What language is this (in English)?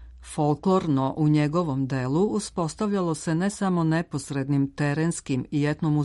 Serbian